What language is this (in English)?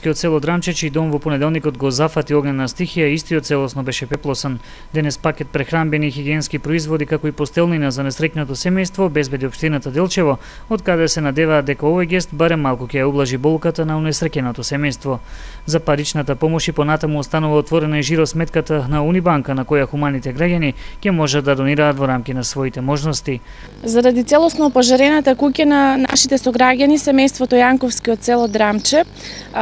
Macedonian